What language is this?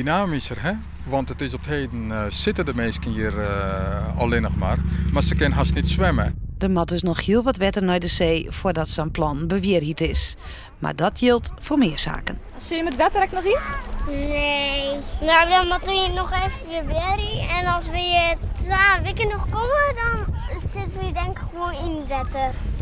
Western Frisian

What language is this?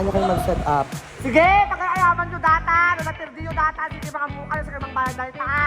Iloko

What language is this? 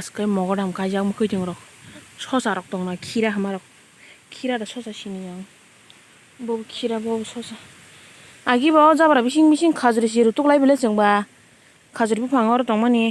Kok Borok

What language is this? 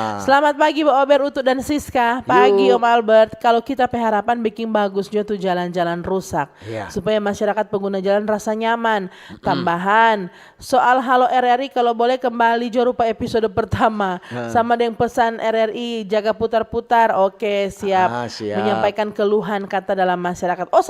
Manado Malay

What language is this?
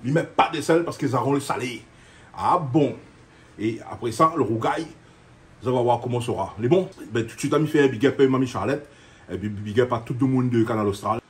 Réunion Creole French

